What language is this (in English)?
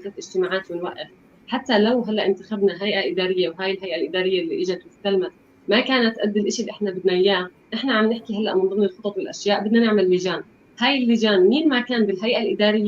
North Levantine Arabic